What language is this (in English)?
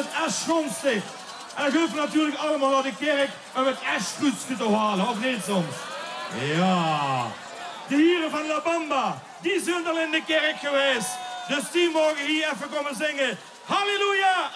Limburgish